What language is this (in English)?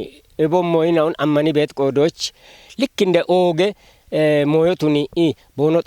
Kafa